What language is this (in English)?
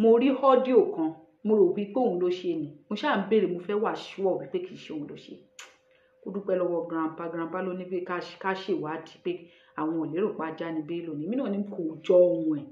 Yoruba